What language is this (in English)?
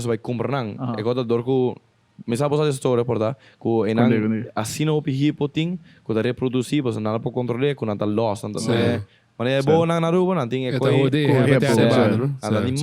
Papiamento